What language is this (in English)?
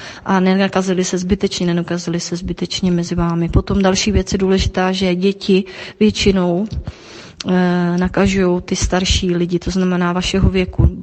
Czech